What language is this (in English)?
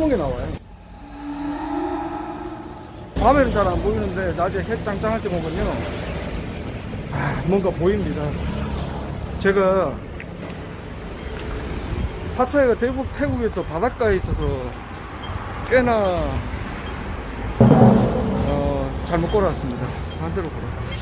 Korean